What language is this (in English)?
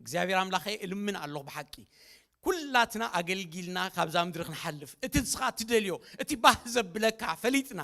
Tigrinya